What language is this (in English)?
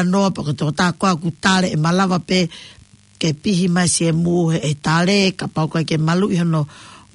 Tongan